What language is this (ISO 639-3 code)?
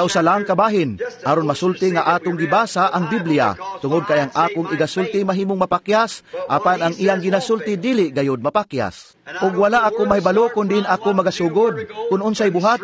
ceb